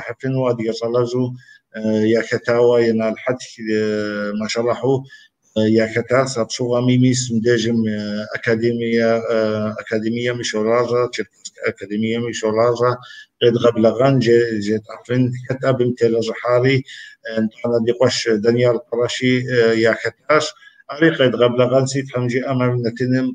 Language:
Kabardian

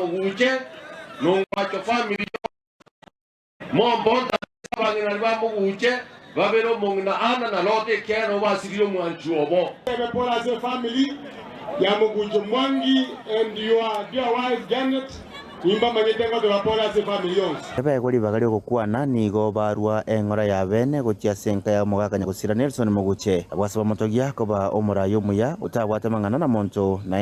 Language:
Gusii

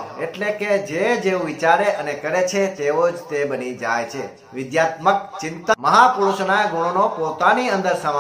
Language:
Gujarati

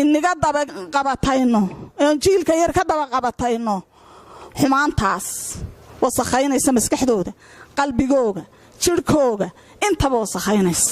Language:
Somali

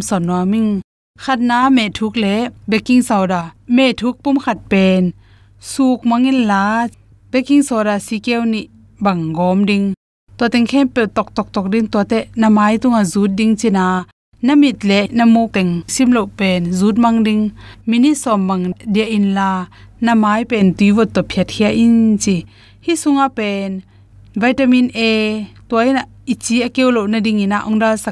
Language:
Tedim Chin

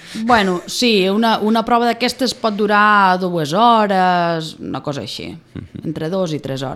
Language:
Catalan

